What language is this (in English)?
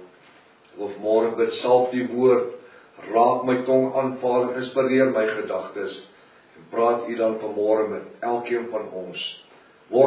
Afrikaans